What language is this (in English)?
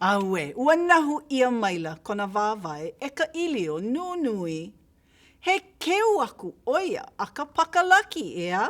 Hawaiian